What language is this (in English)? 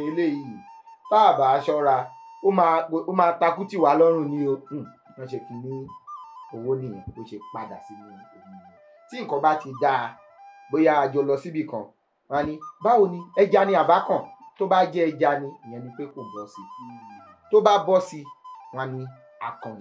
Yoruba